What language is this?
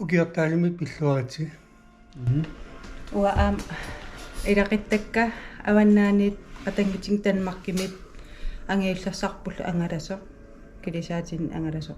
Kalaallisut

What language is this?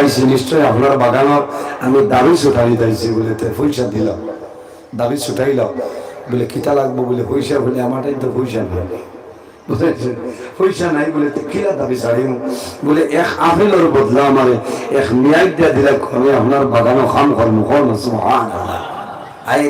Sylheti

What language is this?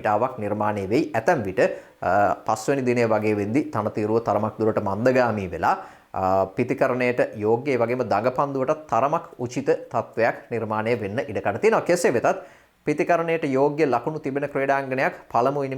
Sinhala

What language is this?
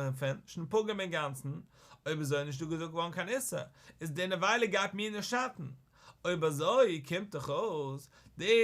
Yiddish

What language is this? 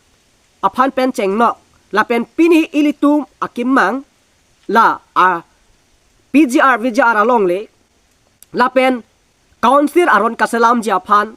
Karbi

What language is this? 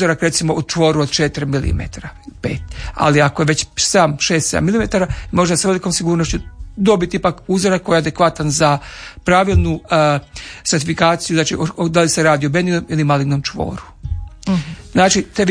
Croatian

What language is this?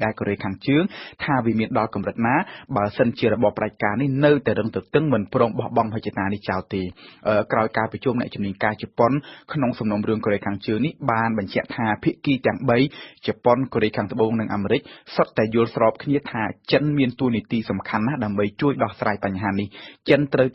Khmer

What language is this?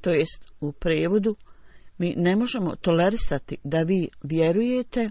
Bosnian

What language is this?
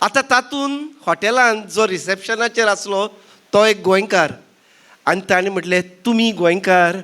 Konkani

